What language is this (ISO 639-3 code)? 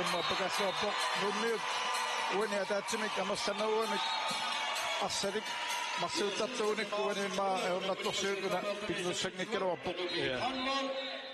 kal